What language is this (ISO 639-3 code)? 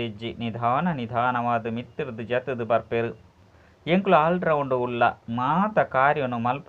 tcy